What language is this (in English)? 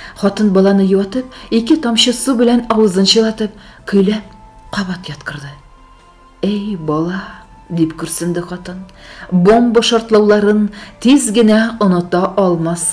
Tatar